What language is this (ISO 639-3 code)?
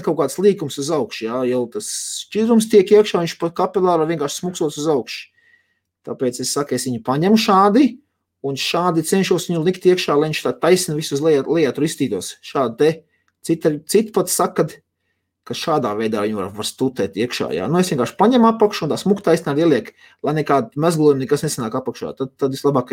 lav